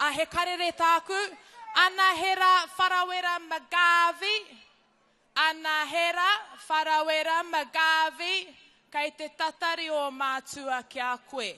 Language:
Māori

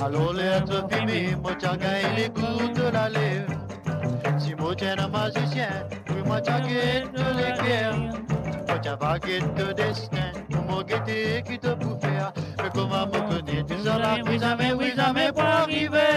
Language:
Morisyen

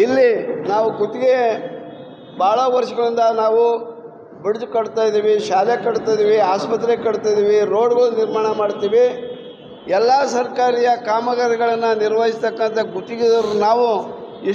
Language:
Kannada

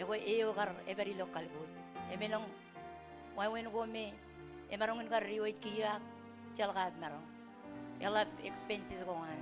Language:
Marshallese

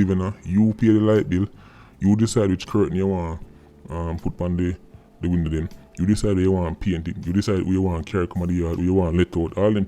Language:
Jamaican Creole English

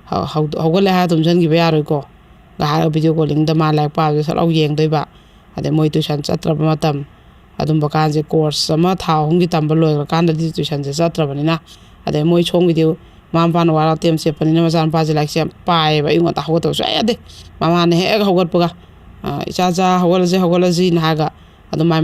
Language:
Manipuri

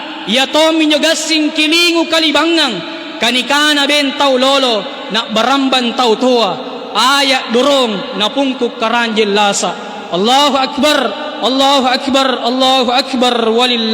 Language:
Makasar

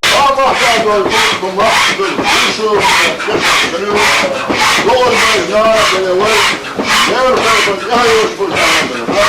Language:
Chechen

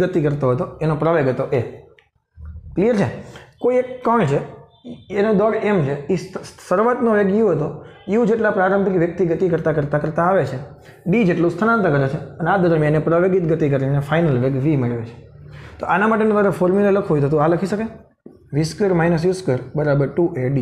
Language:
Gujarati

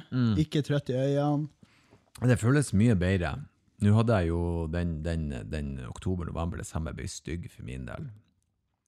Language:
Norwegian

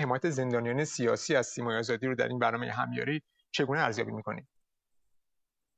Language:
Persian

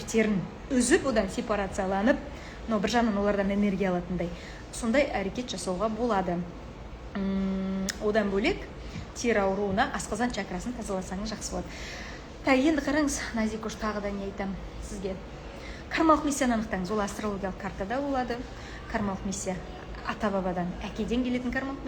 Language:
Kazakh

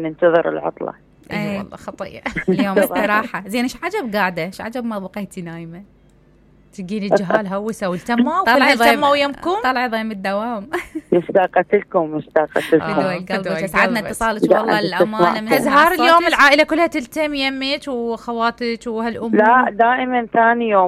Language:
Mesopotamian Arabic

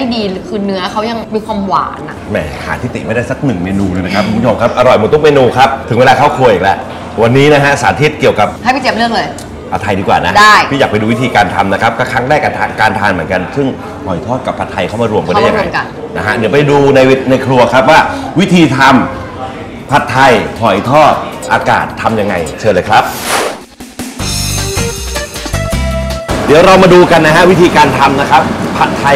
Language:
Thai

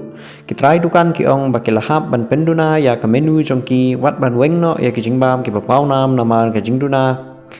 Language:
Khasi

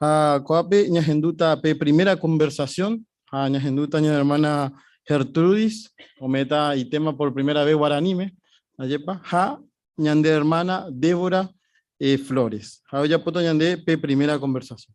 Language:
Guarani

